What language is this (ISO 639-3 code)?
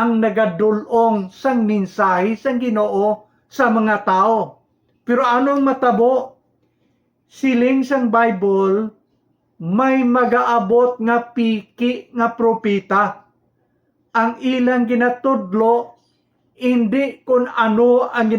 hil